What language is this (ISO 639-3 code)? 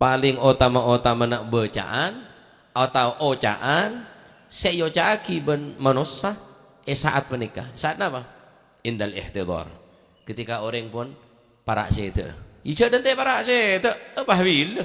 mad